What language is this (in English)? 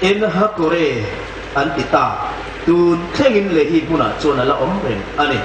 Hmar